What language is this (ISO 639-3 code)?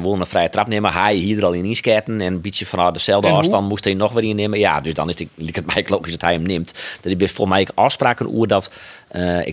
fry